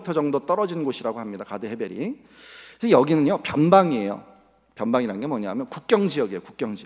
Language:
Korean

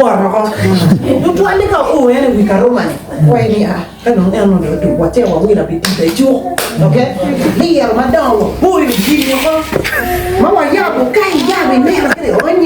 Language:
Acoli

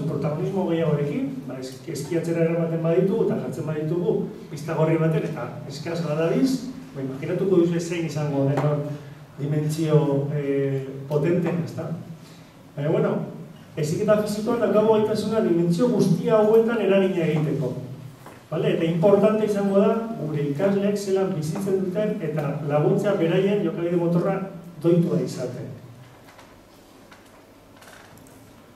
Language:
Basque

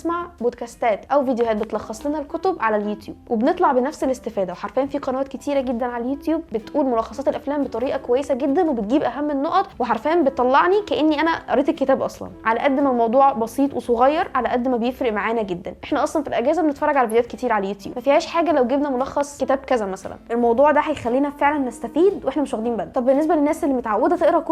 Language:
Egyptian Arabic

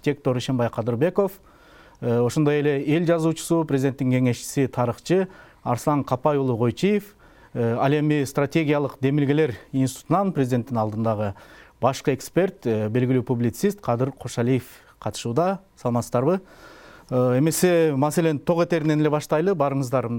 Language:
Kyrgyz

